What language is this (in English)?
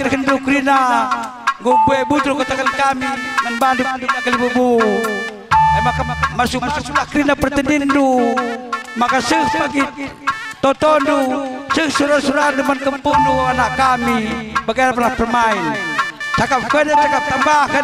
Batak Karo